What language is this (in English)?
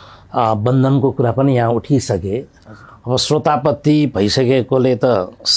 Nepali